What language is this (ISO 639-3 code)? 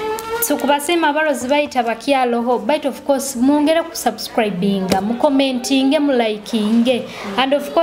ttj